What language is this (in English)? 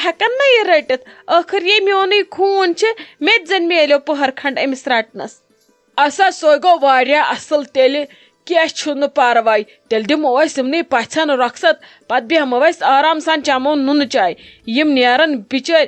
Kashmiri